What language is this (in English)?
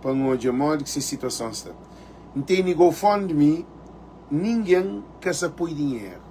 Kabuverdianu